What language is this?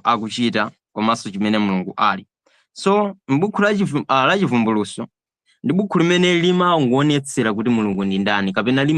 Nyanja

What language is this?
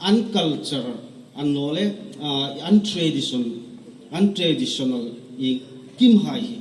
Hmar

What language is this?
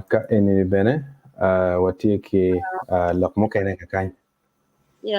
Acoli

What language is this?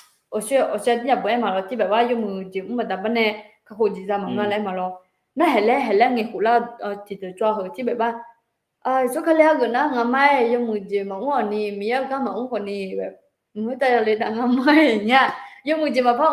Akha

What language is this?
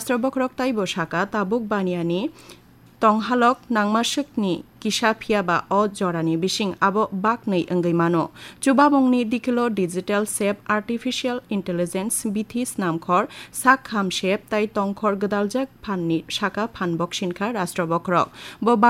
Kok Borok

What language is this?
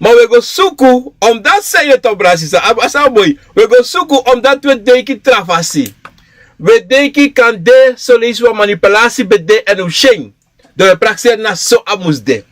Sranan Tongo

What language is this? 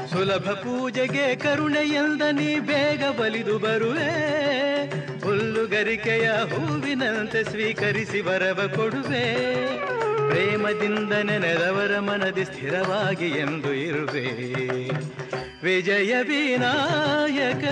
Kannada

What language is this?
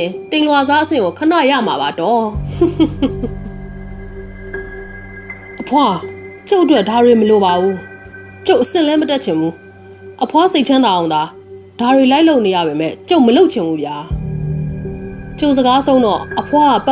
Burmese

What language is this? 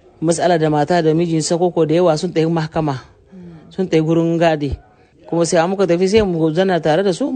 Hausa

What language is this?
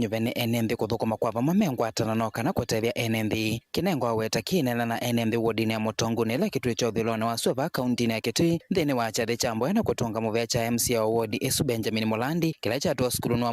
Kamba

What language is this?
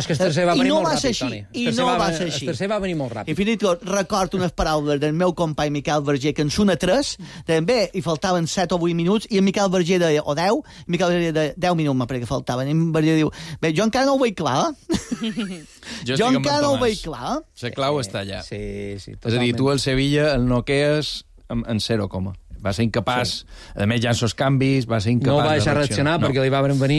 Catalan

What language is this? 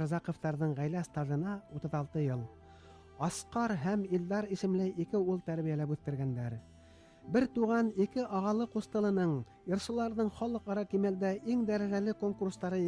Bashkir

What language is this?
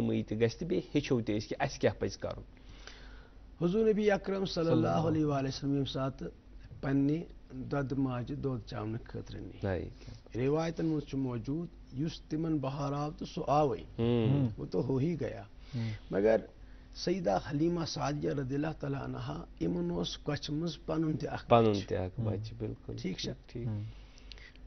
Kashmiri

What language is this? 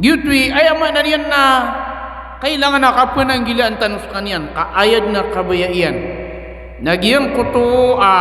Maranao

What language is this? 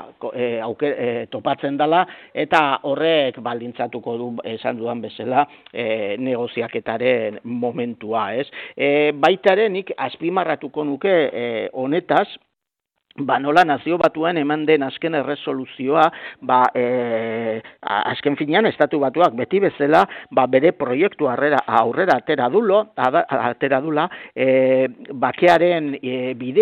Basque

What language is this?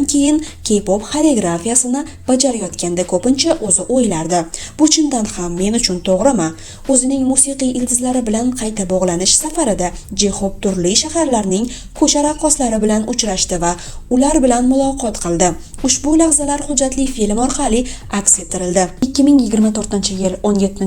Uzbek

